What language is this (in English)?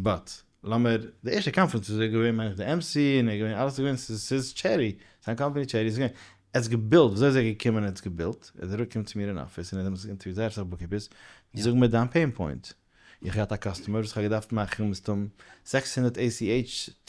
Yiddish